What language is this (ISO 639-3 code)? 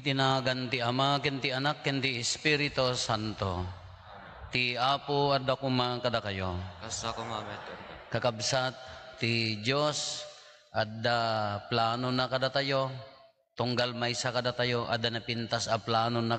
ilo